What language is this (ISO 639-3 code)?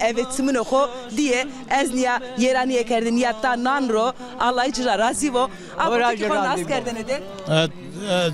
zza